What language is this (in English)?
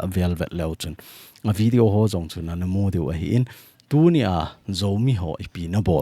Thado Chin